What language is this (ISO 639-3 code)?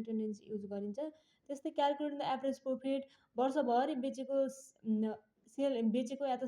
nep